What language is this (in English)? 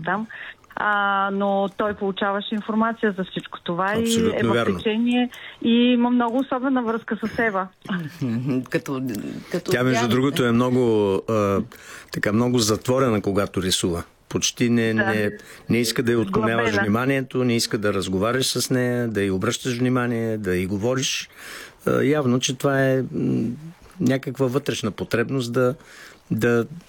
Bulgarian